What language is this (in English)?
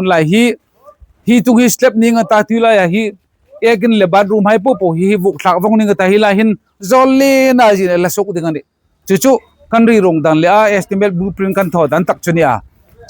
Hmar